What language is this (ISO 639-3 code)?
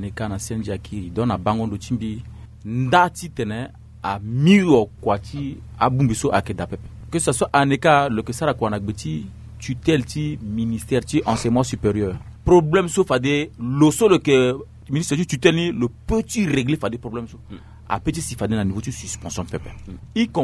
sag